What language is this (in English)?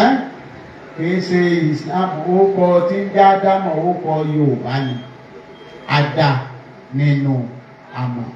Yoruba